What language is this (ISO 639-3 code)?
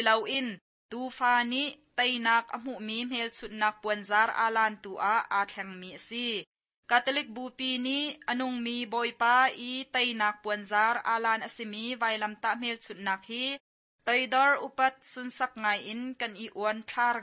cnh